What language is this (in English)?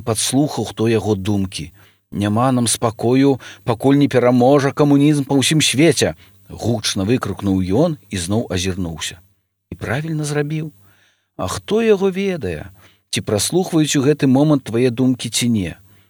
Belarusian